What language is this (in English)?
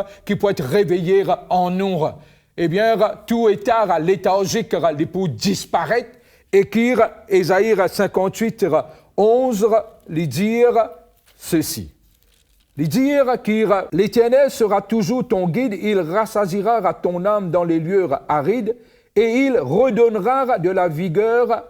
Morisyen